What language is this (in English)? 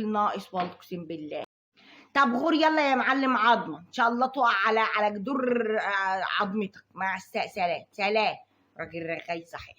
Egyptian Arabic